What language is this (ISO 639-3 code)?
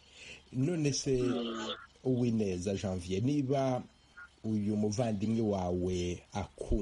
kin